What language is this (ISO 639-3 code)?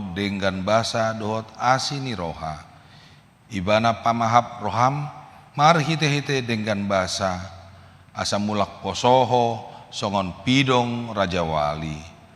bbc